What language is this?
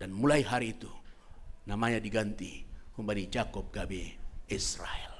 Batak Simalungun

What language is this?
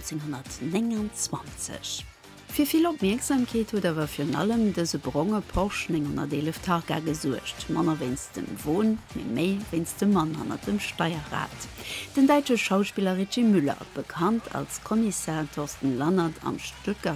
Luxembourgish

